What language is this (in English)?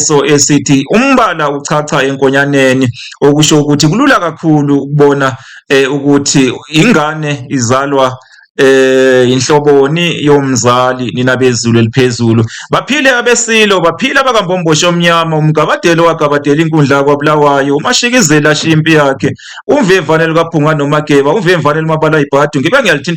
Zulu